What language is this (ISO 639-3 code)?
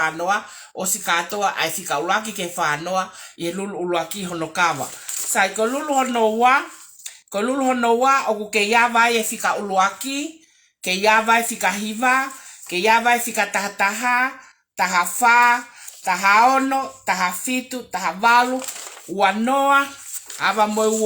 ton